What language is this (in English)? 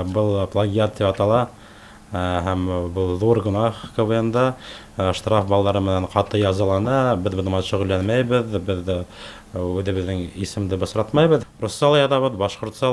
Bashkir